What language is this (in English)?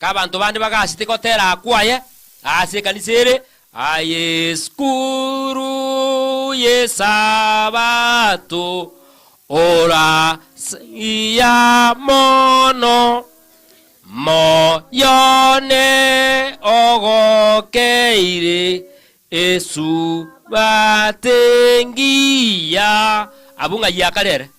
Gusii